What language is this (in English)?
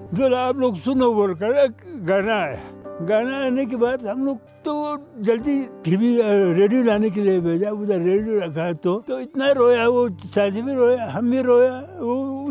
Hindi